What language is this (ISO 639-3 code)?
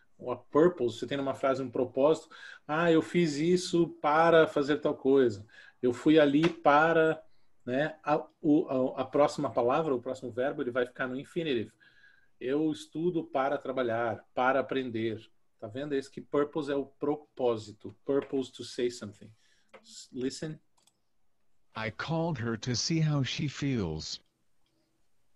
por